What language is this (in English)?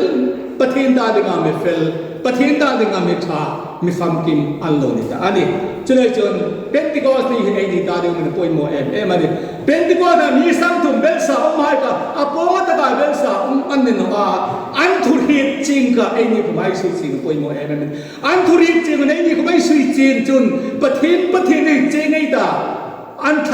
Hmar